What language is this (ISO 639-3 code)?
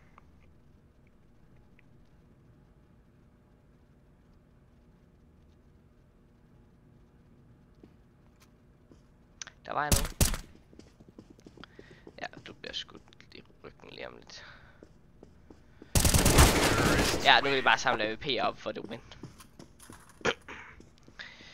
dan